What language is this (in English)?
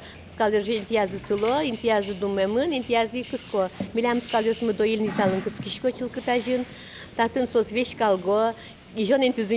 Udmurt